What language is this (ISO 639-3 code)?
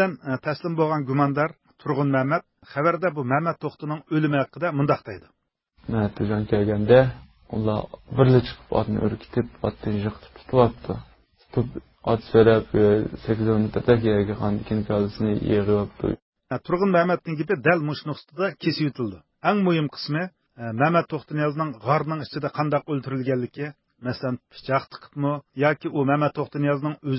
uig